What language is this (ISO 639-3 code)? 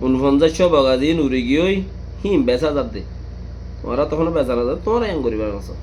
rhg